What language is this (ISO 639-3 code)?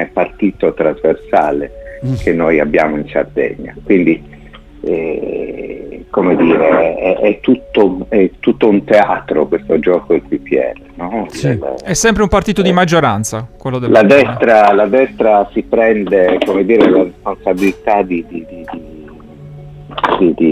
ita